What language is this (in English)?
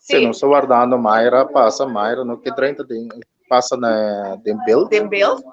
Papiamento